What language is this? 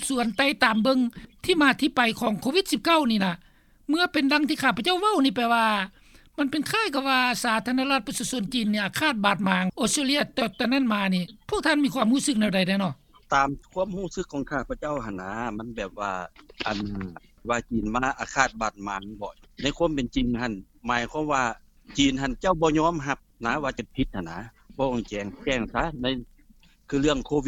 Lao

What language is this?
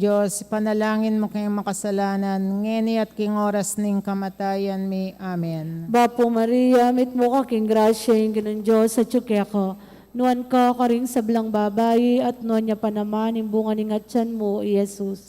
Pampanga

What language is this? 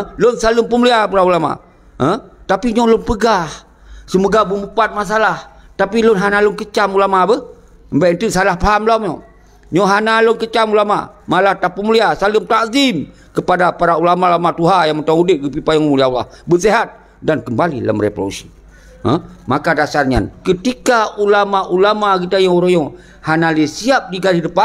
Achinese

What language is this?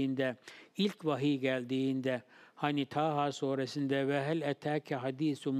Turkish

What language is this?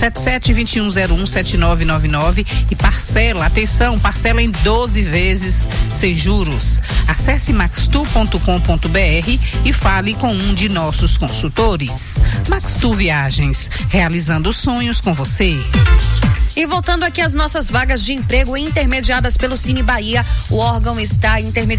Portuguese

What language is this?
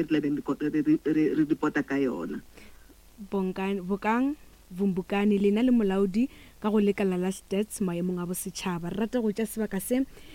Northern Sotho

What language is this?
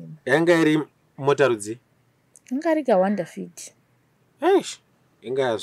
Shona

